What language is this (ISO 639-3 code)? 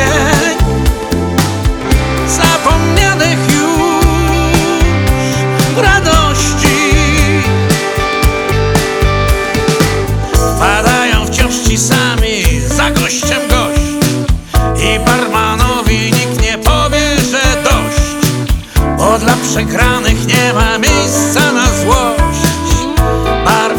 pol